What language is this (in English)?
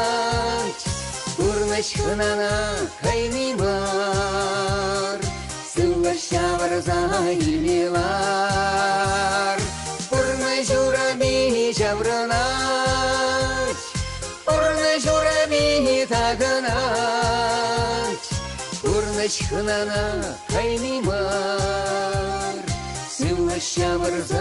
Chuvash